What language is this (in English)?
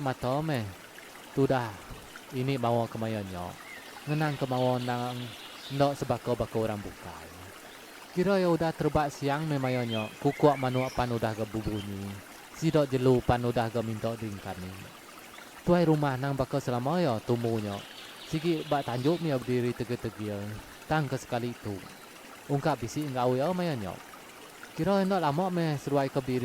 Iban